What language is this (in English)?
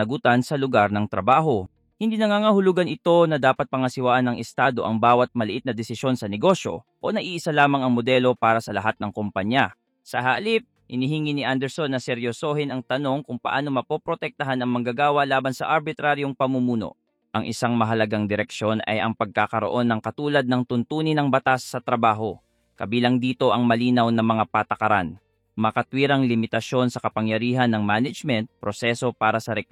Filipino